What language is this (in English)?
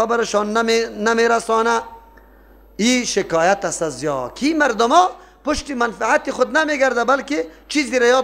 Persian